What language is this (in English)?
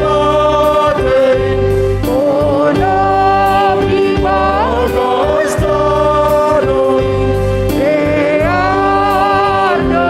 Batak Simalungun